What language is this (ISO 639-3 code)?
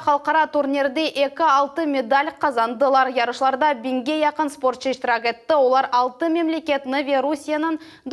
crh